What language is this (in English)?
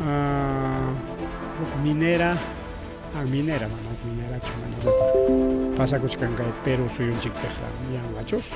Ayacucho Quechua